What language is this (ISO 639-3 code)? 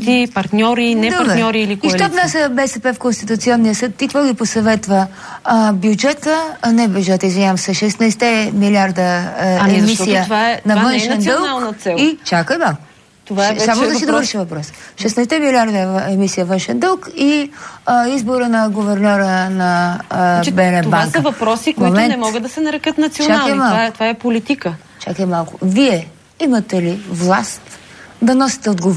bul